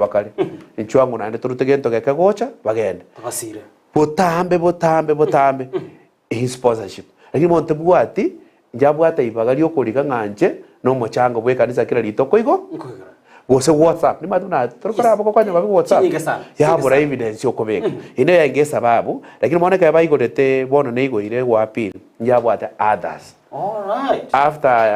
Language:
Gusii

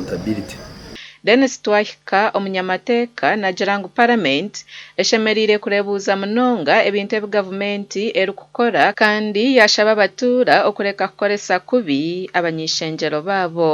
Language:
Nyankole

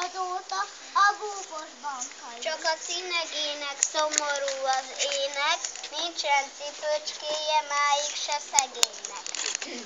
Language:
Hungarian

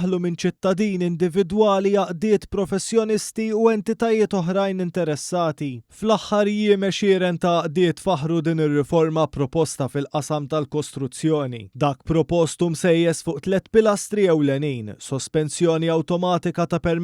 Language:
Maltese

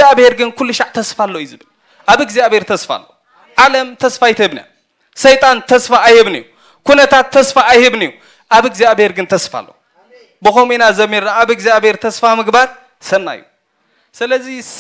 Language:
Tigrinya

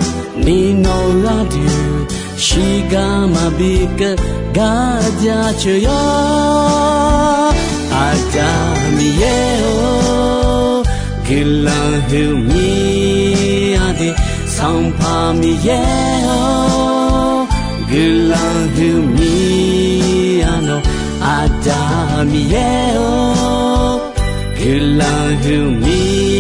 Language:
Akha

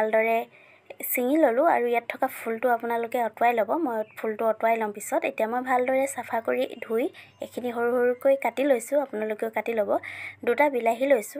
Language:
Assamese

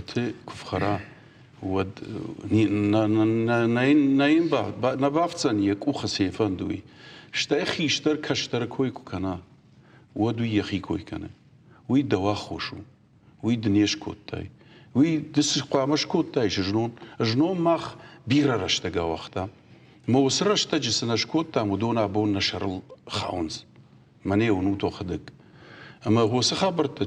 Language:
Ossetic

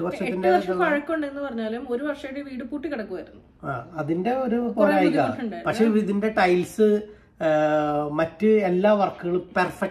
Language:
Malayalam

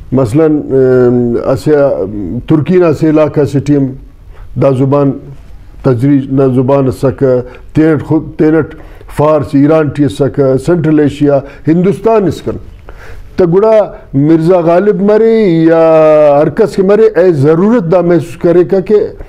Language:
Brahui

